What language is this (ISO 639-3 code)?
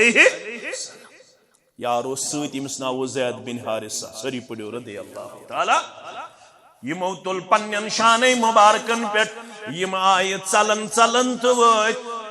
kas